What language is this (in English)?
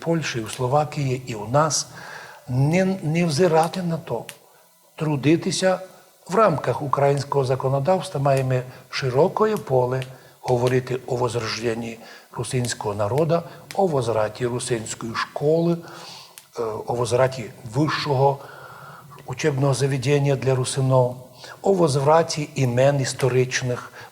Rusyn